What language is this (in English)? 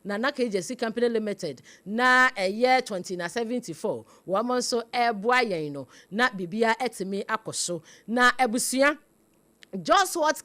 Akan